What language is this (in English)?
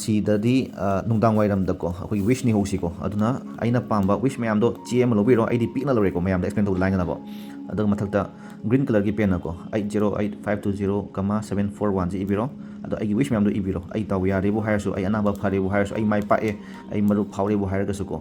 Manipuri